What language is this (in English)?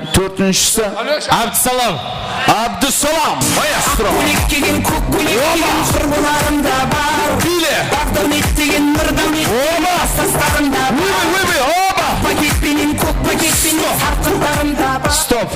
Kara-Kalpak